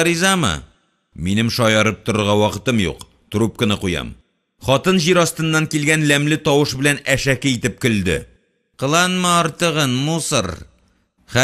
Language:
Tatar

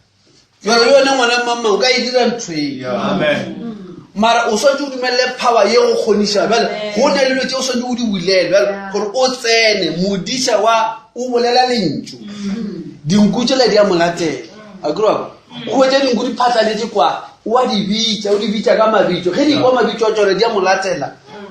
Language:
Northern Sotho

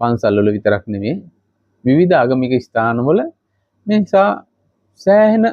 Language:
Sinhala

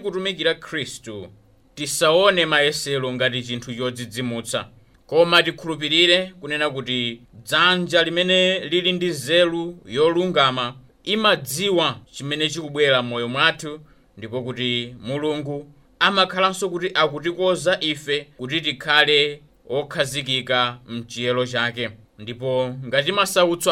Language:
Nyanja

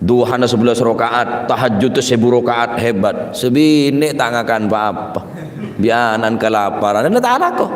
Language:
Madurese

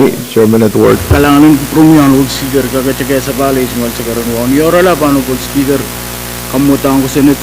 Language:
Pohnpeian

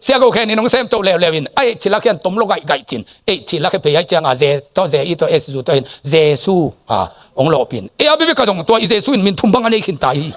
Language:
Tedim Chin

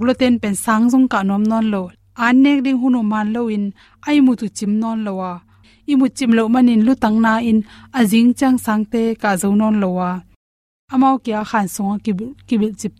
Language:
Tedim Chin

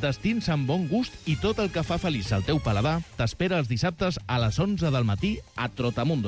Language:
Catalan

